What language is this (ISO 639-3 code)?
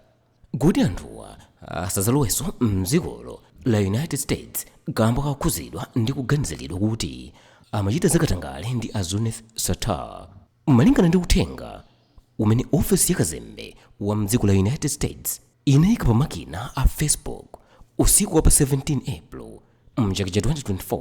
nya